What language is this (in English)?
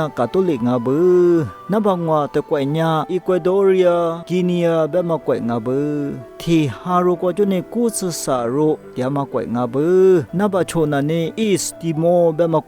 Lisu